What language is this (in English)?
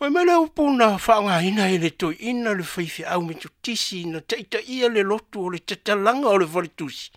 Samoan